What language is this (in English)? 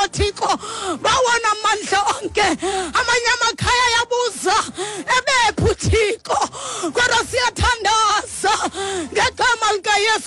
Xhosa